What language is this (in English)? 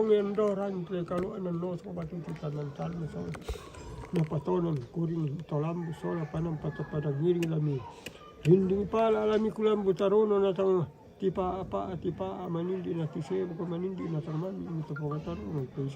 Toraja-Sa'dan